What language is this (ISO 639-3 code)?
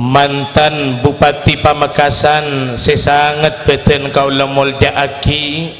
mad